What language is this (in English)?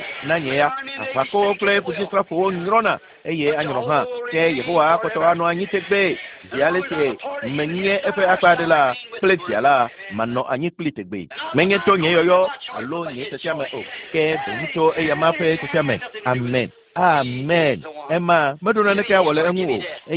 Ewe